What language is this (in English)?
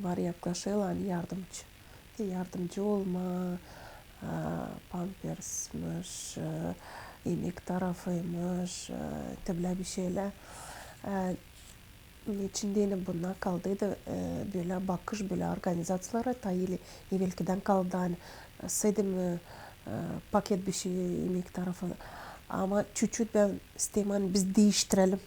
Gagauz